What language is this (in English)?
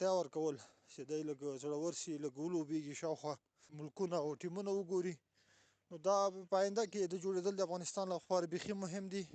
Pashto